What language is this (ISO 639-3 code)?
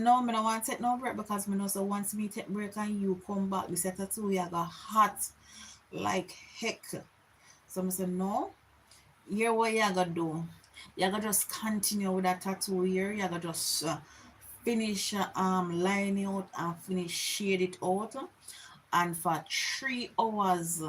jam